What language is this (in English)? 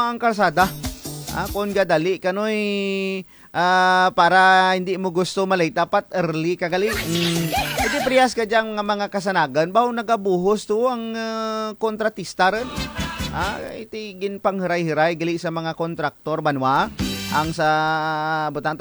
Kinaray-a